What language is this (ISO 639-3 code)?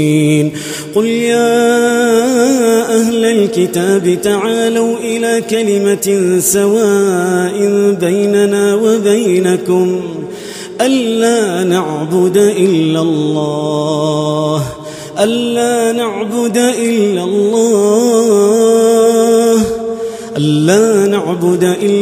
ara